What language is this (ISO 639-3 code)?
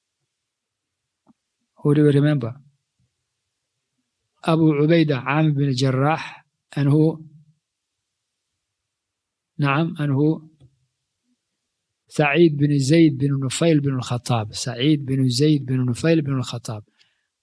eng